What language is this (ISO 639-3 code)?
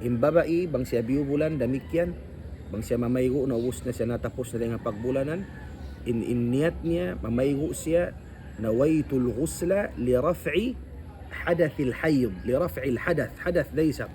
tsg